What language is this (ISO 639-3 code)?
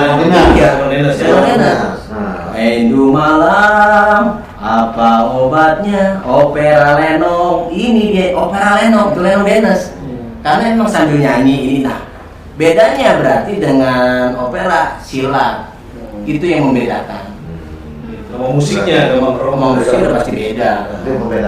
bew